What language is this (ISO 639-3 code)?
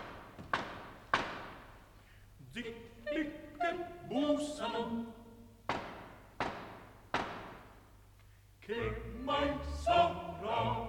ita